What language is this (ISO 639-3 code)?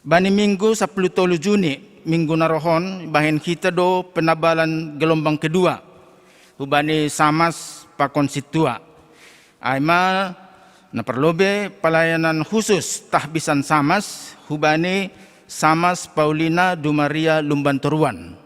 bts